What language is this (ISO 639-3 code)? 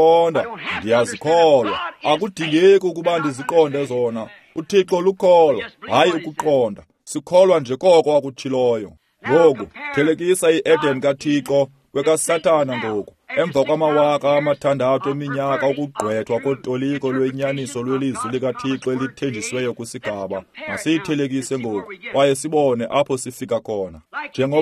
xho